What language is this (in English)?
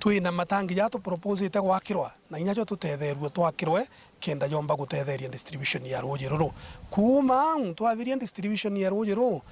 Meru